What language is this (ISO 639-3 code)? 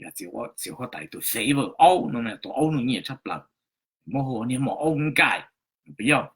hmn